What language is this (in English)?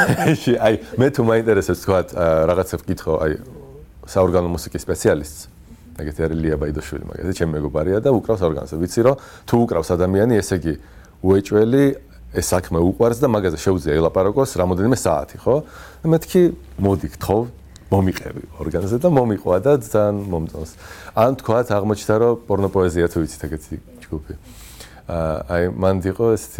Georgian